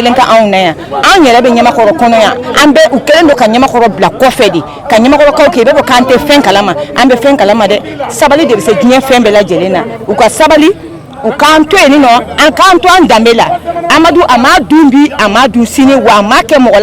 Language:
Bambara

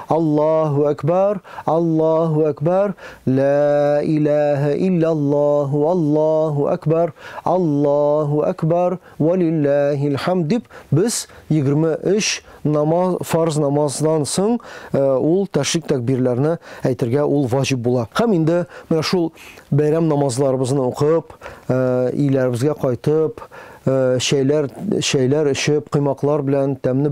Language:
Tatar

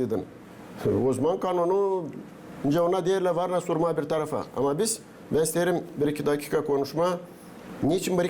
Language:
Gagauz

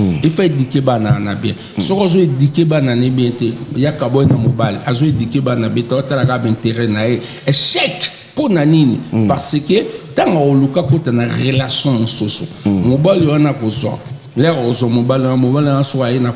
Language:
Lingala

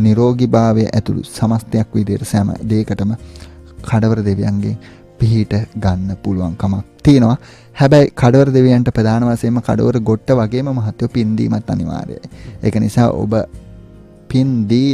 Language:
Sinhala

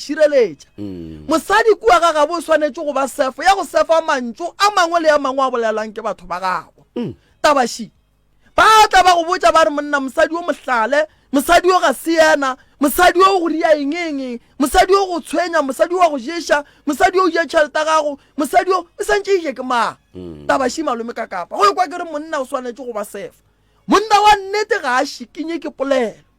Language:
Northern Sotho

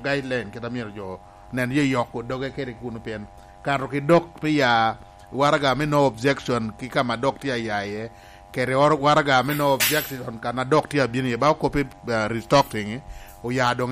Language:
Lango (Uganda)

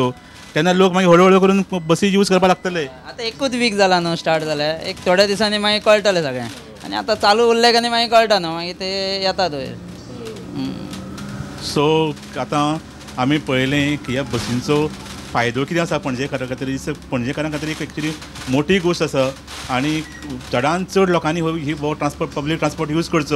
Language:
Konkani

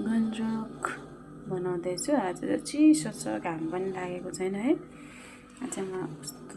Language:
Nepali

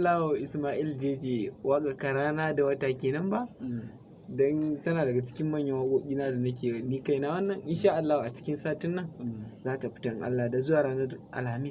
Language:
Hausa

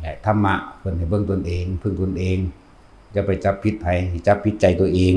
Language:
Northeastern Thai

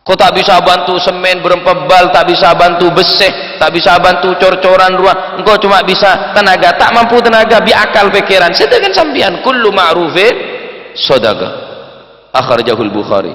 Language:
Madurese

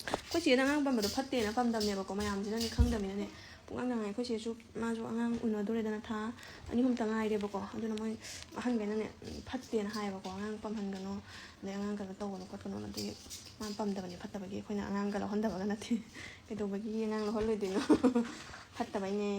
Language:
Manipuri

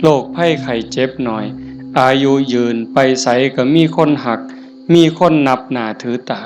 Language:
Northeastern Thai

